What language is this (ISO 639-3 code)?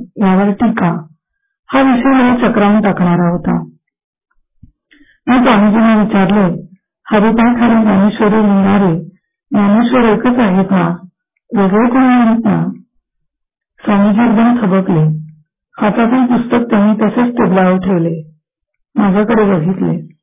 mar